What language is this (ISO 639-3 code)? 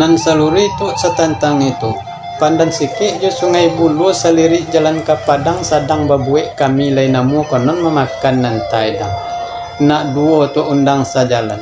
min